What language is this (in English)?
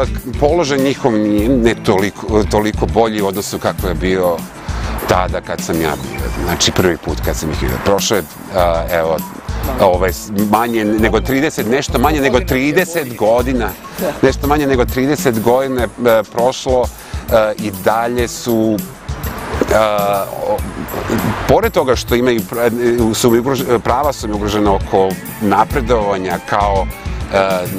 Serbian